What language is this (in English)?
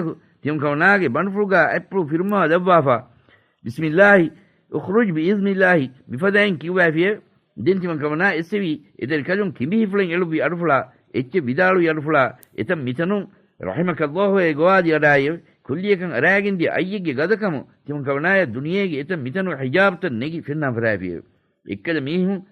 Divehi